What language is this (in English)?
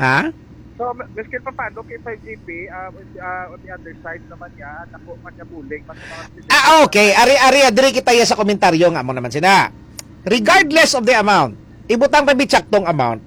Hiligaynon